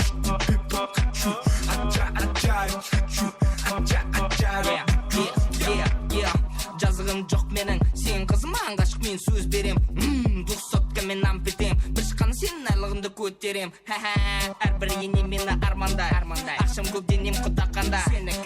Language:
Kara-Kalpak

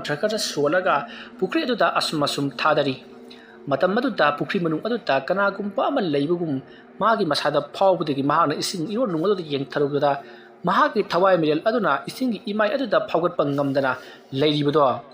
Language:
Manipuri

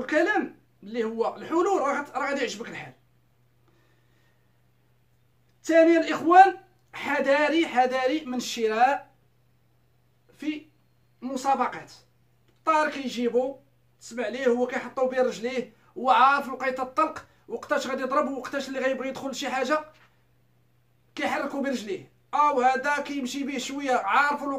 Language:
Moroccan Arabic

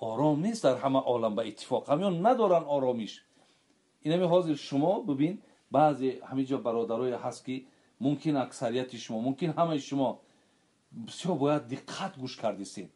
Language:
Tajik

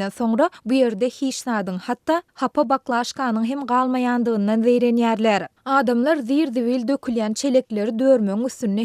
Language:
Turkmen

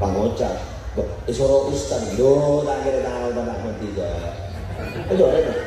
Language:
Madurese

